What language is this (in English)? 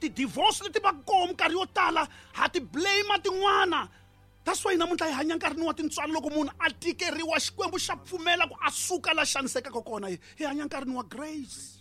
Tsonga